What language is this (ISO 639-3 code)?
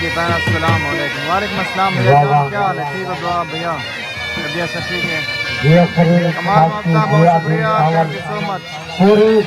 skr